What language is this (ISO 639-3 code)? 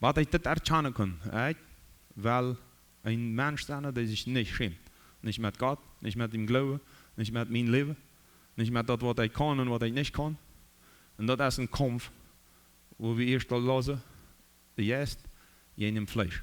pdt